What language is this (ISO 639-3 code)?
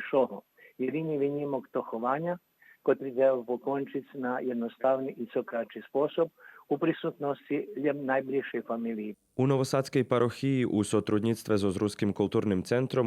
rue